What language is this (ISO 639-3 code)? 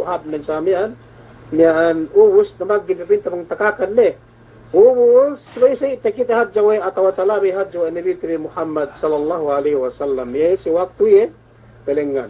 yka